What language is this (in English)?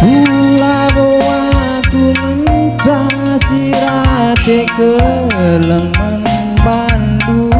Batak Karo